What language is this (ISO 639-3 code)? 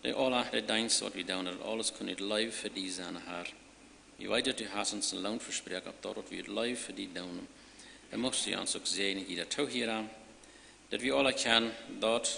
pdt